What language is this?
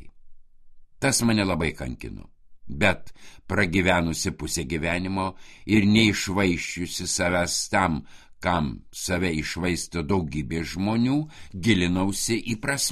Lithuanian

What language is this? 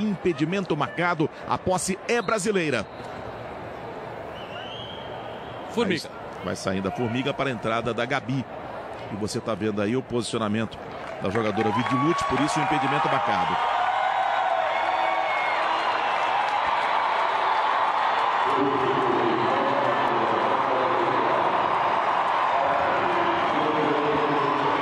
Portuguese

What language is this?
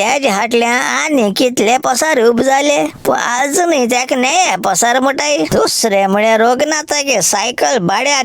Konkani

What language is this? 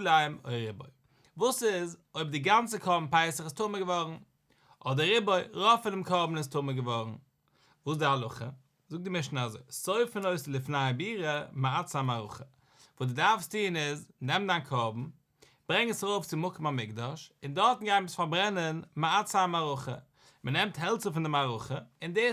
Yiddish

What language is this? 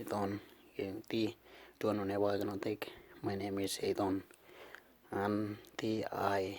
Western Dani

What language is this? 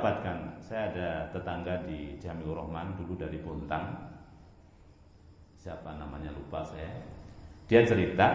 Indonesian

